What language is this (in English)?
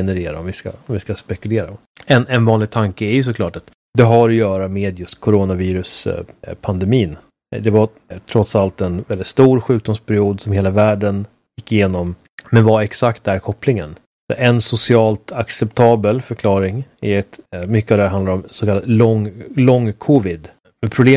Swedish